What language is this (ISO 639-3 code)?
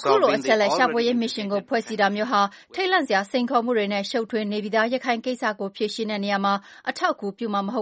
mya